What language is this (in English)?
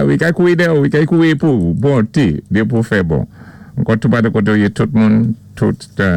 Saint Lucian Creole French